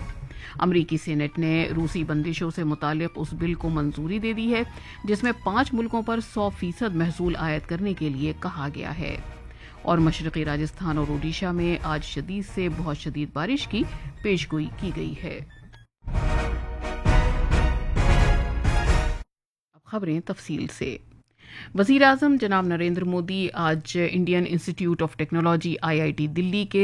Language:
Urdu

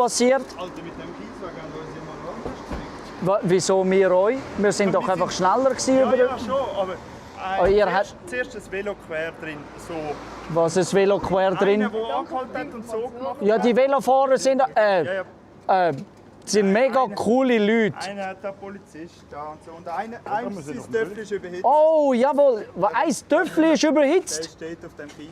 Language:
Swiss German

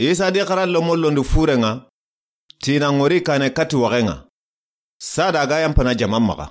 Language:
Soninke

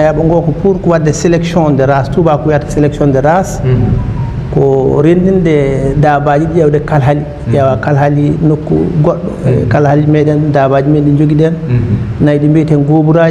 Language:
Fula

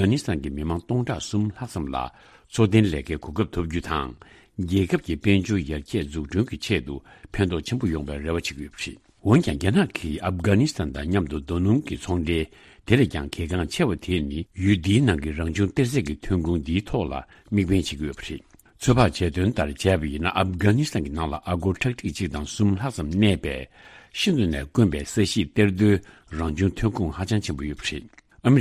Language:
Tibetan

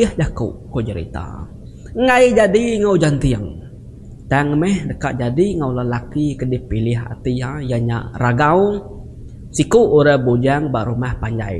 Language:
Iban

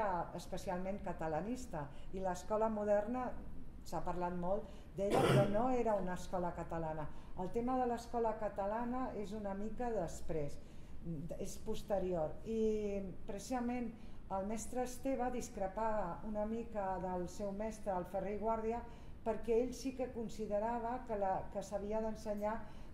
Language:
Catalan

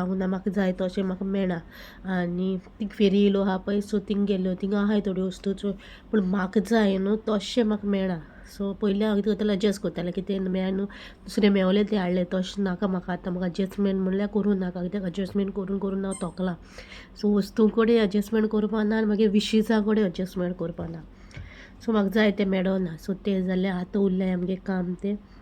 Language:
Konkani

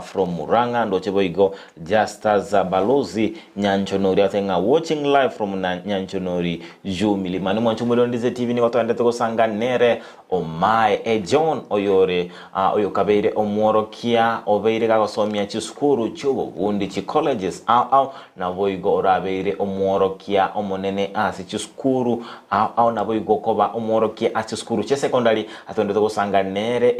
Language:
Gusii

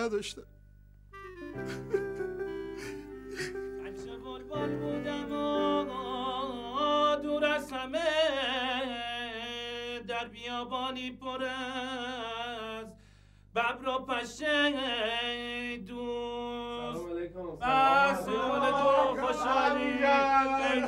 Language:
Persian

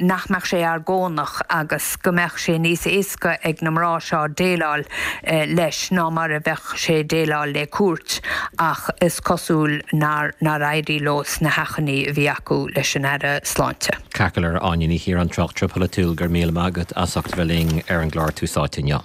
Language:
Irish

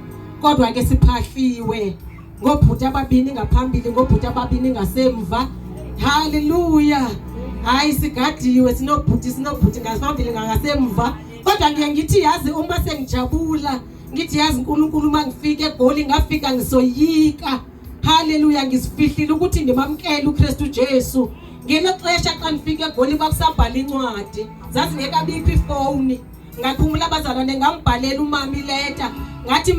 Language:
Zulu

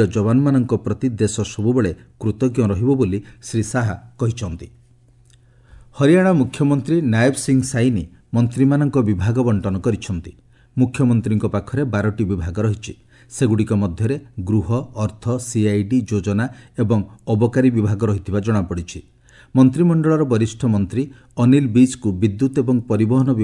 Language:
Odia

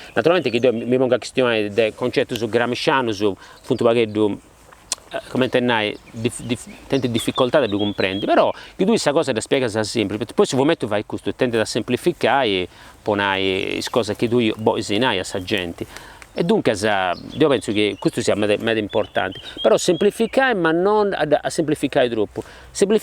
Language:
Sardinian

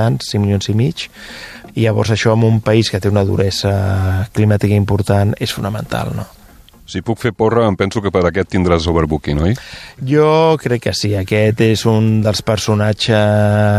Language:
Catalan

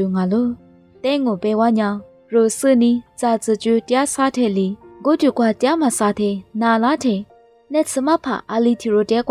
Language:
Lisu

